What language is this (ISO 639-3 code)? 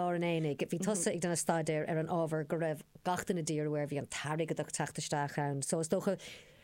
gle